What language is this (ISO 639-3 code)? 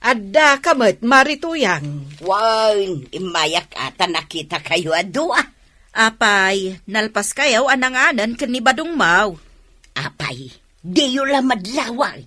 ilo